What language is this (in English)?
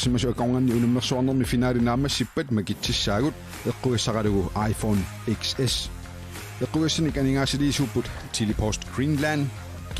Kalaallisut